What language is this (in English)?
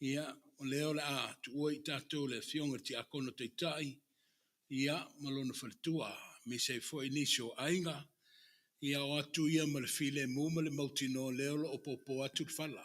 Samoan